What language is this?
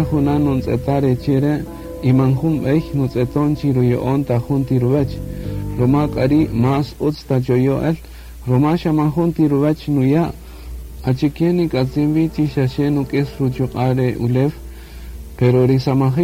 Kaqchikel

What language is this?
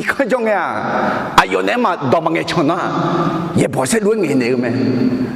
Akha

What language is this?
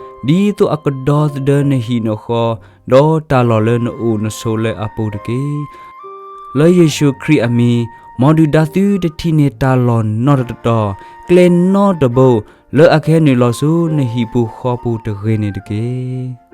S'gaw Karen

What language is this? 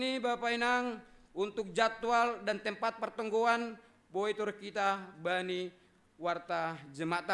Batak Simalungun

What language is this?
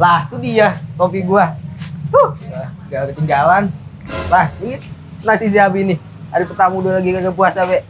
Betawi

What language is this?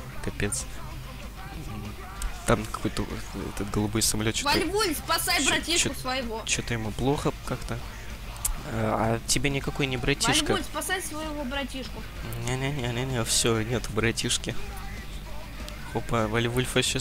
Russian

